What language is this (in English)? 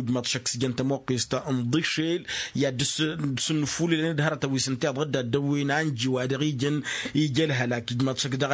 Tamasheq